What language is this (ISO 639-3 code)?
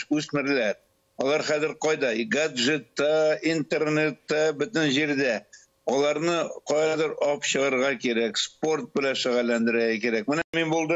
tat